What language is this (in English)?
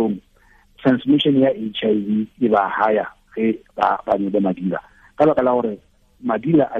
Tswana